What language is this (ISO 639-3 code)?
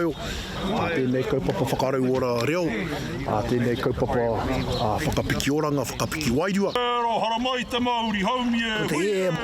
mri